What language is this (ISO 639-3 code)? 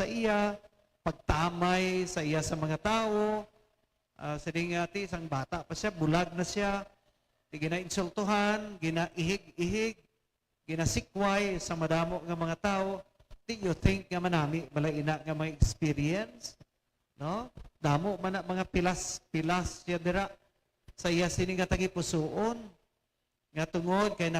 hil